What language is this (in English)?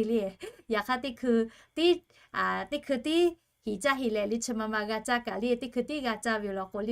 Lahu